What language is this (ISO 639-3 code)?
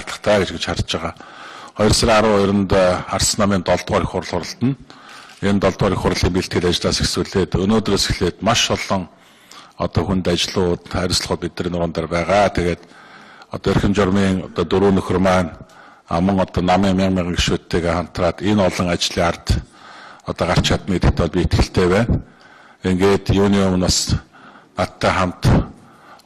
mon